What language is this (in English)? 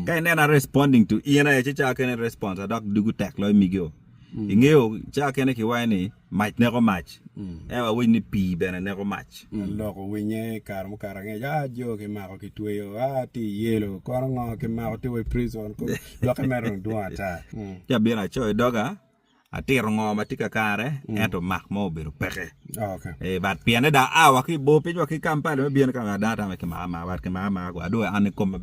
Acoli